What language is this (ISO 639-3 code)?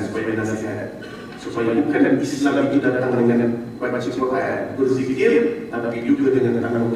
msa